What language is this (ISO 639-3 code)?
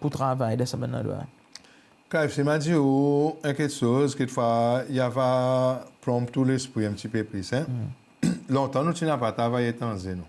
crs